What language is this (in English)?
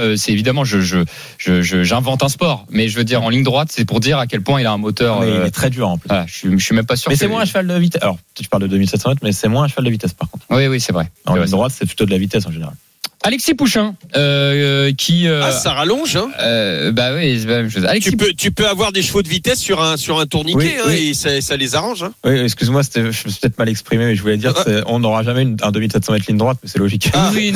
French